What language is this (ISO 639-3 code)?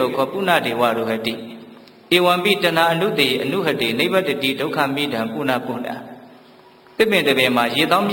mya